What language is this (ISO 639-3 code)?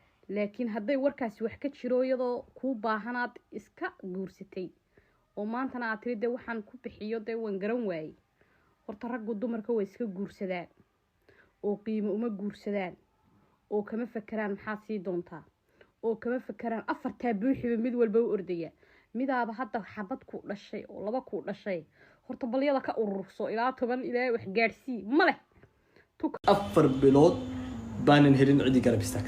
som